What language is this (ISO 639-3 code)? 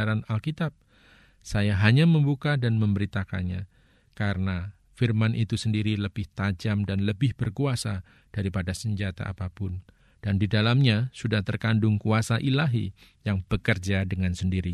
ind